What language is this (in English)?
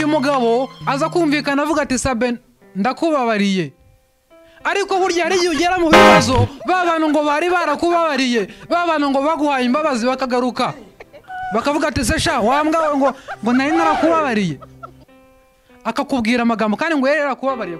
Kinyarwanda